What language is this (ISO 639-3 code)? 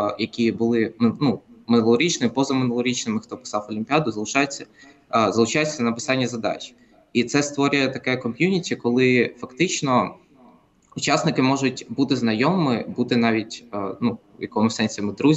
ukr